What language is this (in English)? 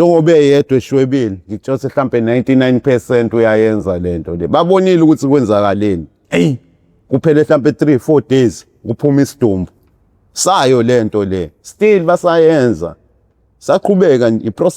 Zulu